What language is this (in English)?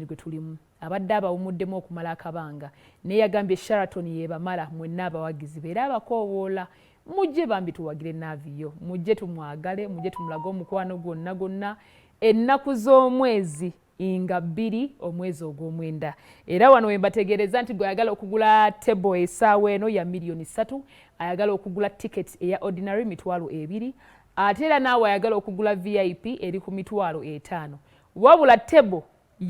Ganda